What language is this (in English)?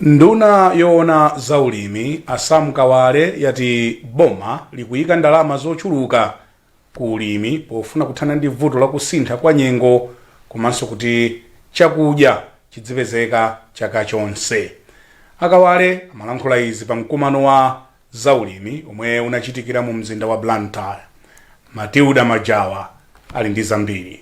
Nyanja